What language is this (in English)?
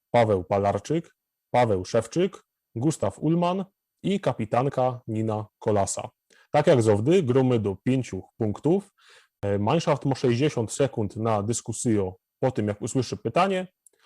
Silesian